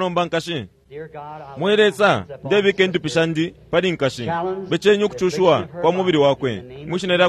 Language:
Bemba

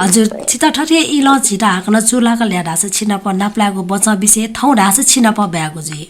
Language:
Newari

